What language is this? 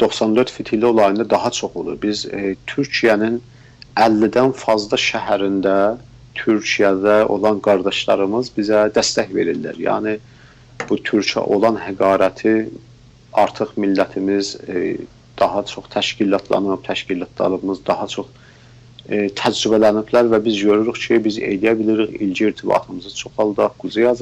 South Azerbaijani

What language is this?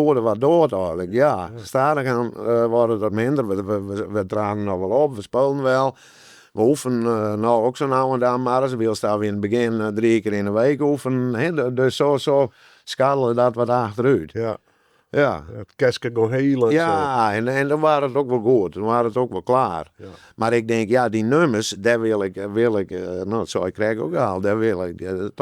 Western Frisian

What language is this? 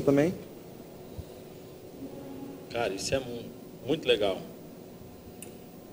Portuguese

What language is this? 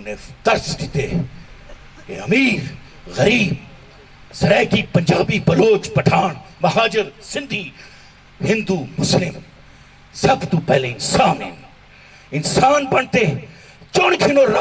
Saraiki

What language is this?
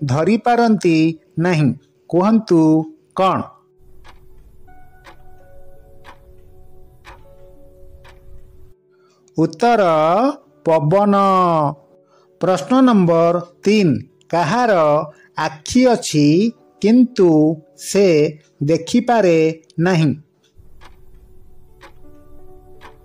Odia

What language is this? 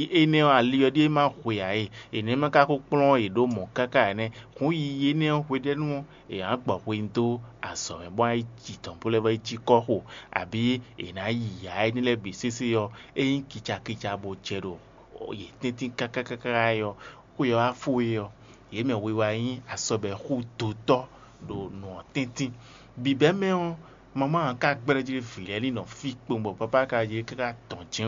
Fon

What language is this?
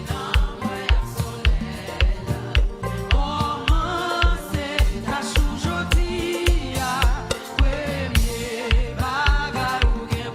Haitian Creole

